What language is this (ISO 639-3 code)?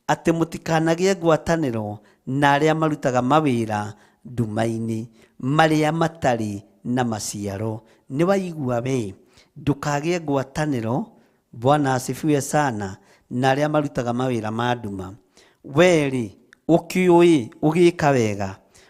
kik